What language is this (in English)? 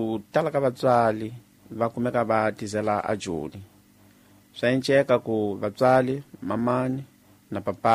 Tsonga